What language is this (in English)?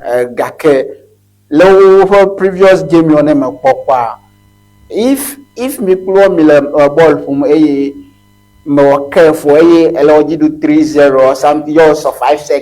Ewe